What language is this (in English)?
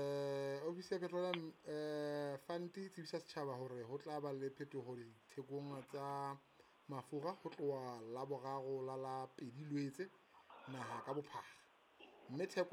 Southern Sotho